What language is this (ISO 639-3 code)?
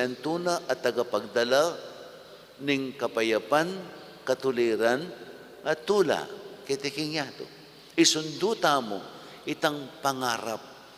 pam